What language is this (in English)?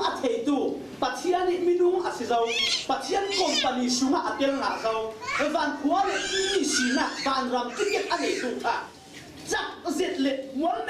Falam Chin